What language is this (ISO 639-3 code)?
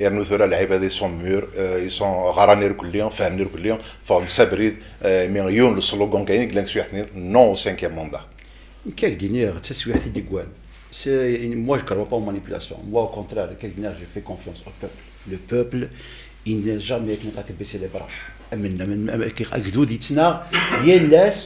kab